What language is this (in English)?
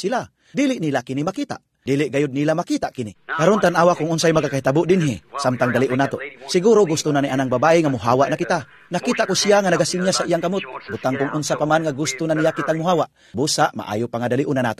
Cebuano